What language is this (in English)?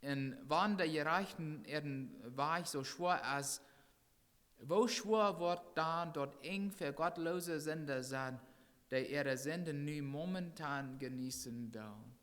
Plautdietsch